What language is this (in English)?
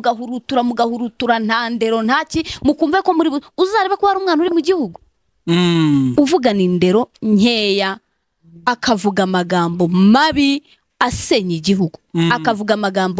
Kinyarwanda